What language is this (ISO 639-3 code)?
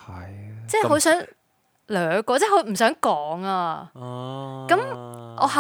yue